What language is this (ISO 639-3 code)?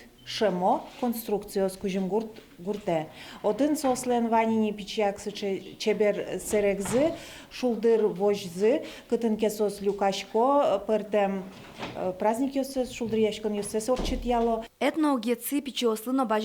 udm